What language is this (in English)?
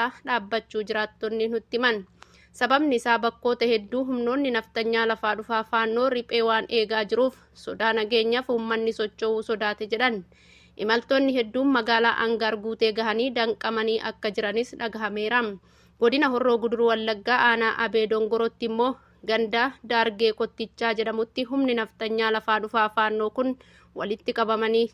Oromo